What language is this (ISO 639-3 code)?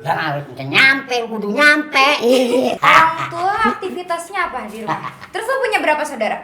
bew